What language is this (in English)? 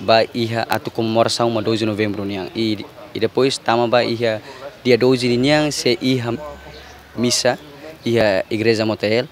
Tetum